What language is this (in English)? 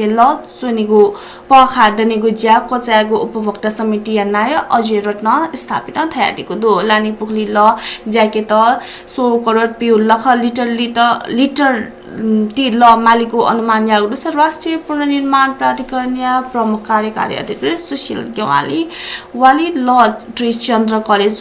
Newari